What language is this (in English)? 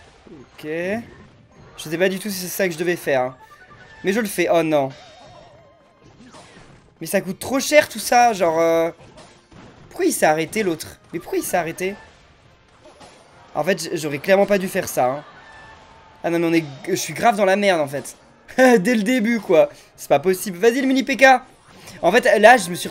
French